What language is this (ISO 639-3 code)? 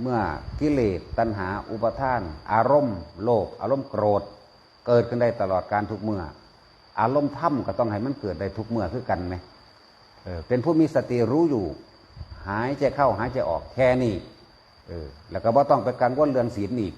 tts